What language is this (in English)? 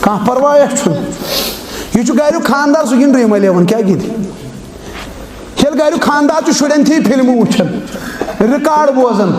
Kashmiri